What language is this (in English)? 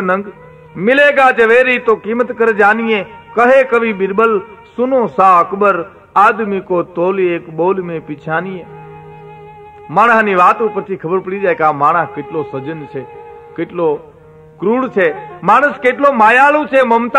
Gujarati